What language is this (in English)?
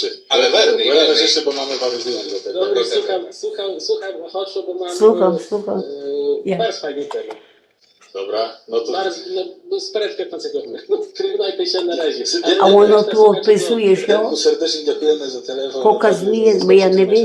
Rusyn